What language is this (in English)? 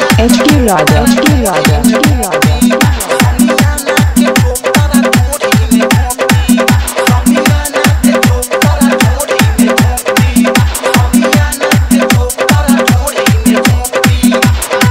Bhojpuri